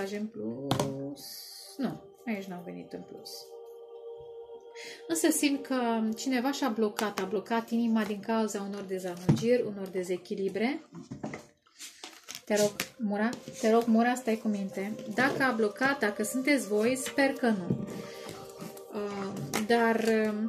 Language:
Romanian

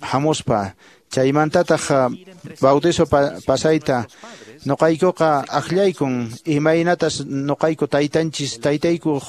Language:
Quechua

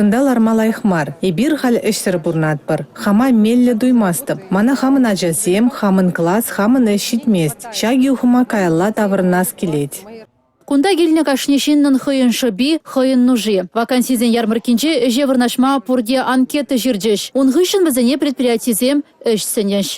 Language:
Chuvash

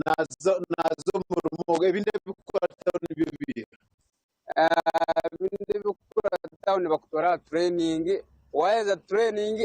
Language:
Nyankole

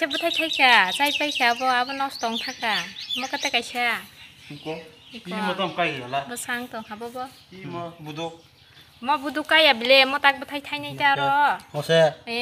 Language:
Kok Borok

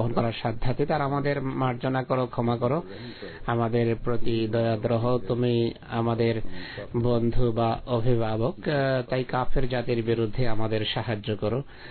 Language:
Bangla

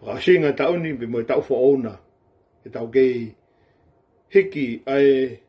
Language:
Tongan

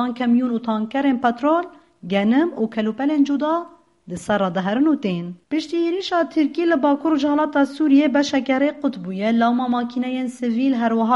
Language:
Kurdish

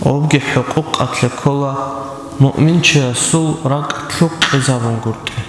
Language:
Avaric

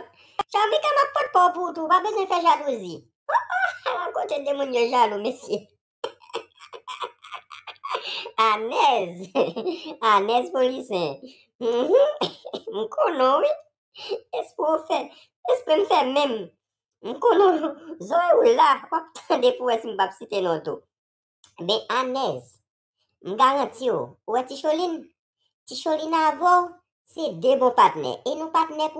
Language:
Haitian Creole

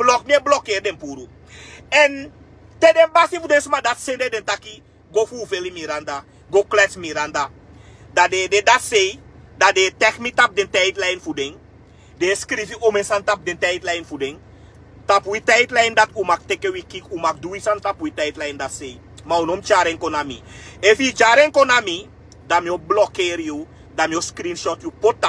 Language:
Sranan Tongo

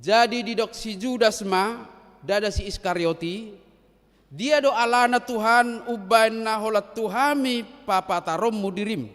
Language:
Batak Toba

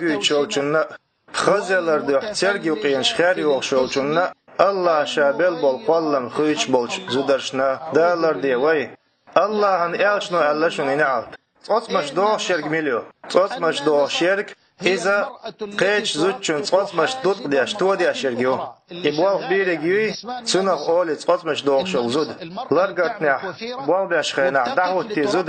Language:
Chechen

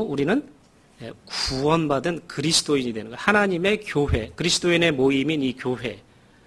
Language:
Korean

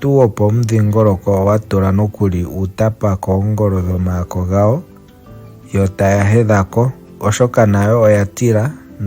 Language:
Ndonga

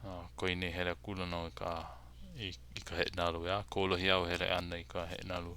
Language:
Hawaiian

